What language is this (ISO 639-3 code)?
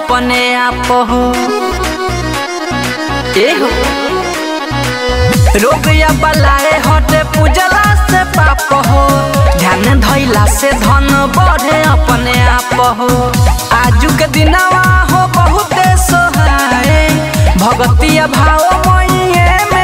bho